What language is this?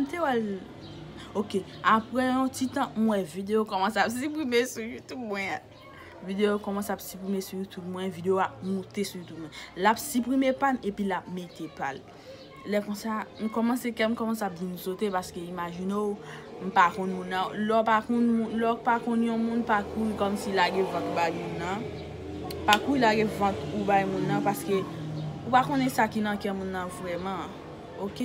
Haitian Creole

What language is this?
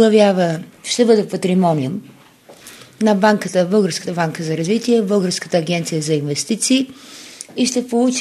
Bulgarian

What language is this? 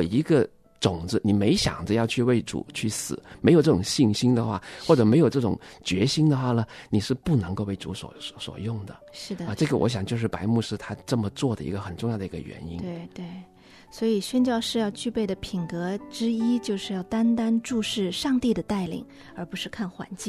Chinese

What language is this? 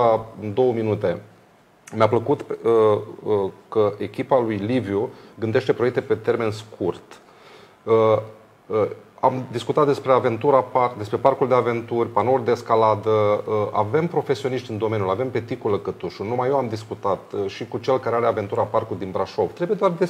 Romanian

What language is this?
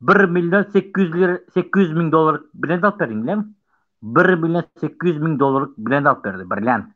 Turkmen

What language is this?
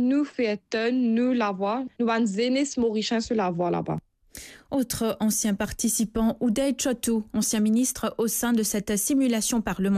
Morisyen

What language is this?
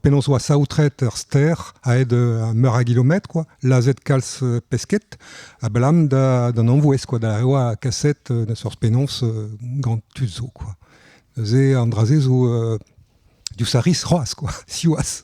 Breton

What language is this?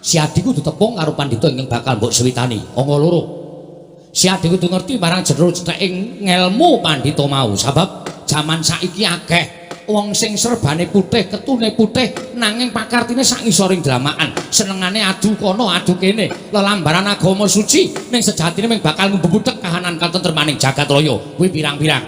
Javanese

